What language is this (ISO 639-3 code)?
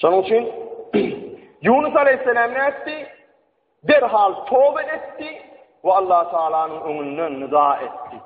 tuk